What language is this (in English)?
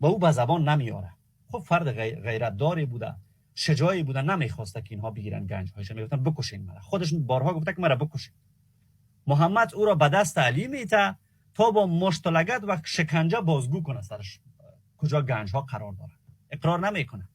Persian